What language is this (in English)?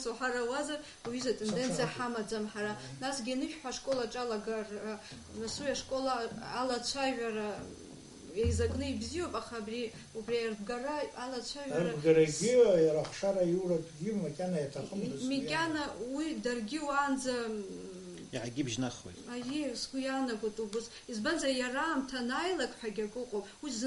Abkhazian